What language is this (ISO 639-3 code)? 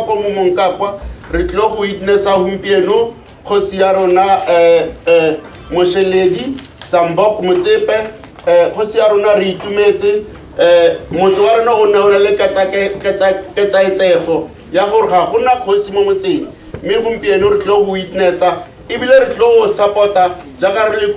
tsn